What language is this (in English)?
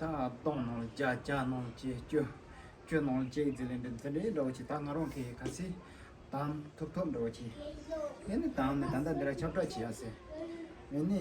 Tibetan